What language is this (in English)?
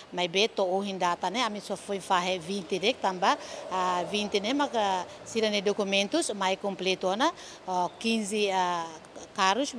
Tetum